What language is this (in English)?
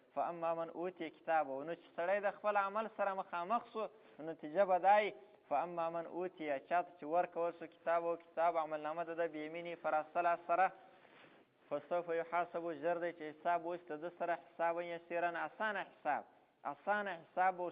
Pashto